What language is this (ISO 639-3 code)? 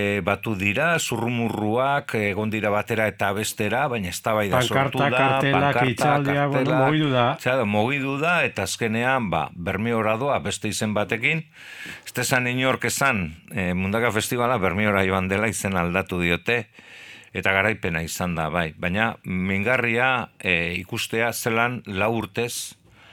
eus